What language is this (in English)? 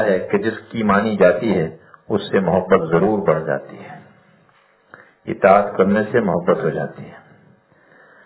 Urdu